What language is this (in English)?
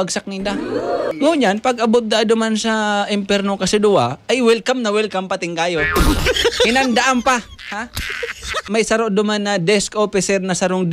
Bikol